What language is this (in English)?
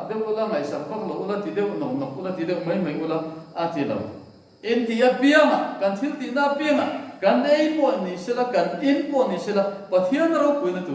Mizo